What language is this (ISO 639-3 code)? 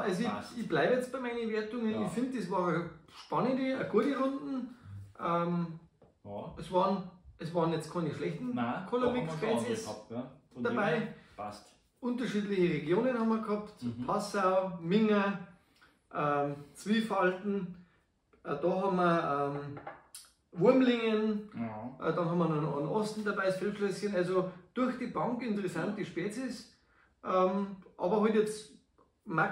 bar